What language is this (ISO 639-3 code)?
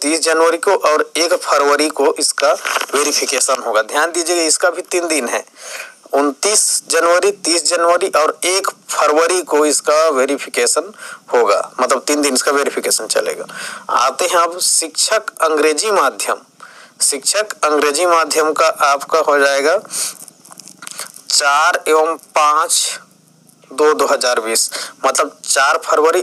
hin